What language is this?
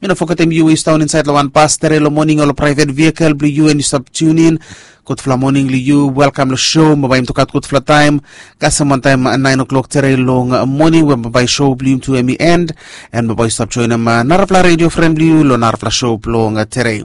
Bislama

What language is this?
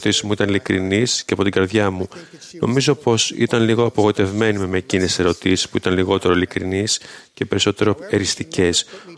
Greek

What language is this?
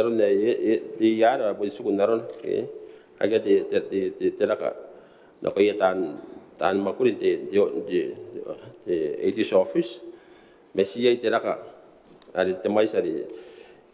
Gilbertese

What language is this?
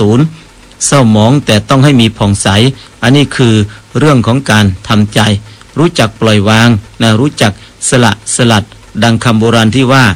Thai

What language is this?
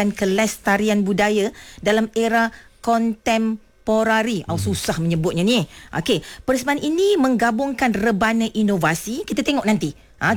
Malay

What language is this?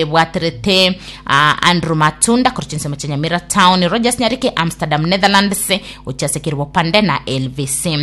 Gusii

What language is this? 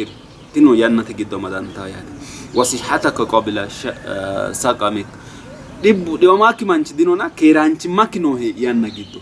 Sidamo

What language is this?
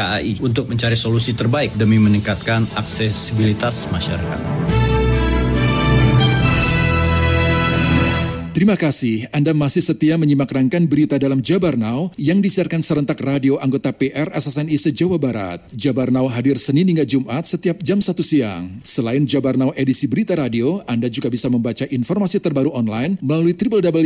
Indonesian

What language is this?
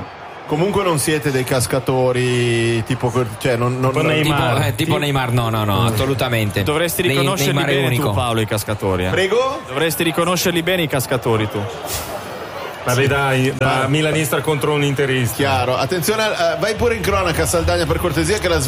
Italian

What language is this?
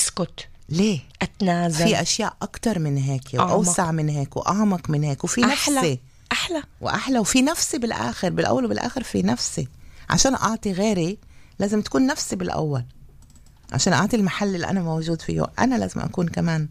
North Levantine Arabic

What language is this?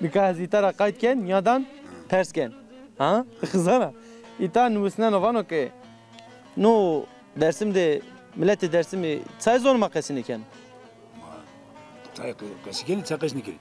Zaza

